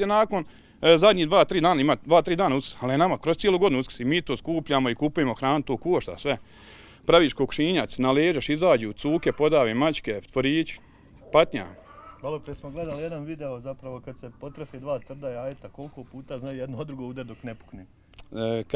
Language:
Bosnian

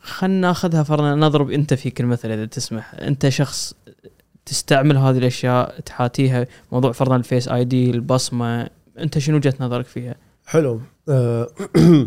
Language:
Gulf Arabic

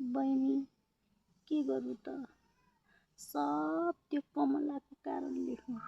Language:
Nepali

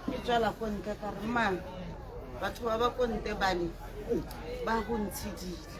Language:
Tswana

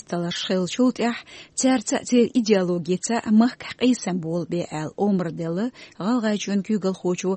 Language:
Chechen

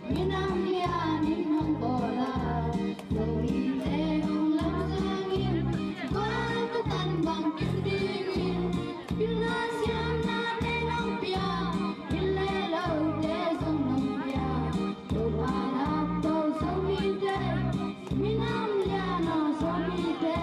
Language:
Tedim Chin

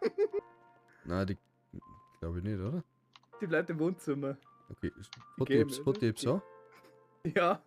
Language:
Bavarian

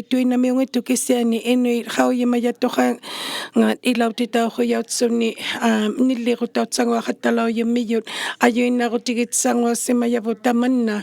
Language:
Inuktitut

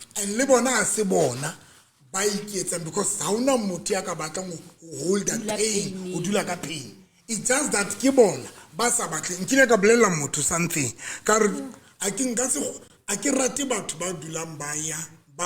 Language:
Southern Sotho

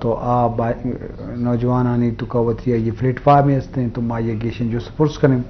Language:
Eastern Balochi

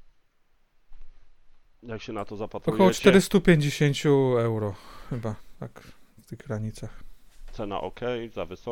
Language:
Polish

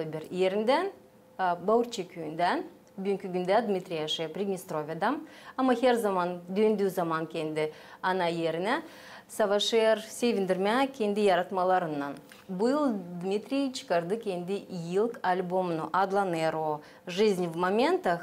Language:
Gagauz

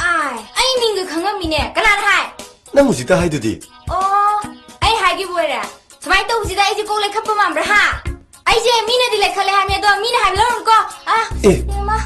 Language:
Manipuri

